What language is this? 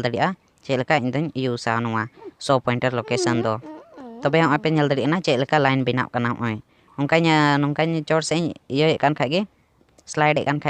Santali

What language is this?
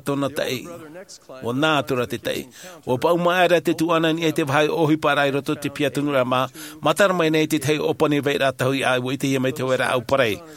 Tahitian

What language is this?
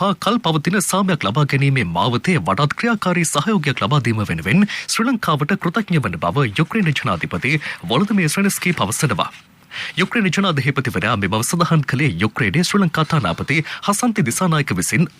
Sinhala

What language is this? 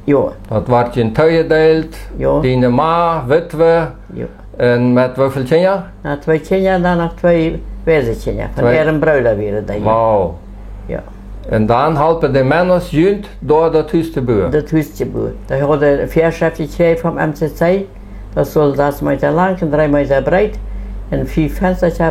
Plautdietsch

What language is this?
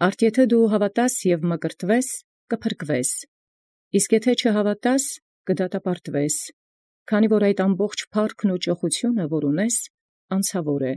Armenian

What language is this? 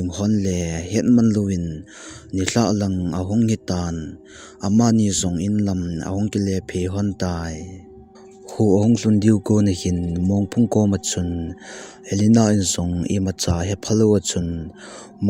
Thado Chin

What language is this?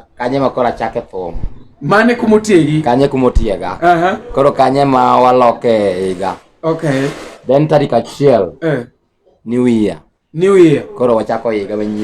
Luo (Kenya and Tanzania)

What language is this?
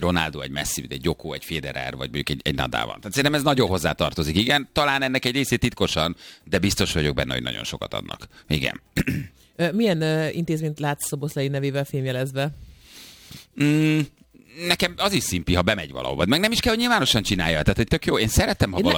Hungarian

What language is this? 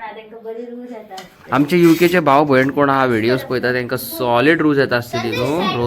Konkani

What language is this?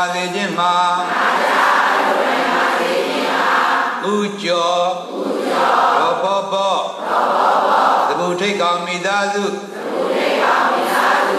Burmese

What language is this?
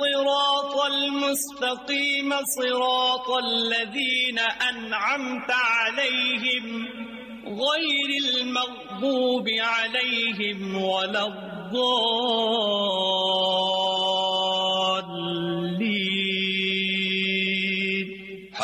Urdu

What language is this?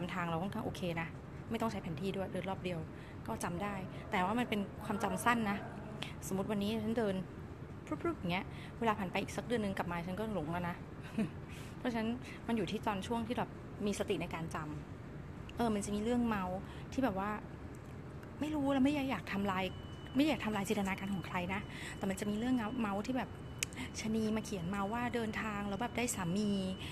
Thai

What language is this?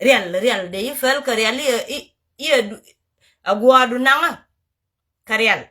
Nuer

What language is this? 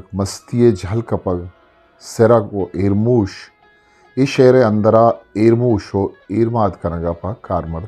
Eastern Balochi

